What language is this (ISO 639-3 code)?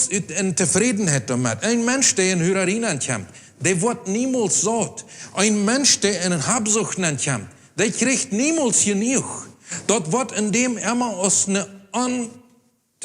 pdt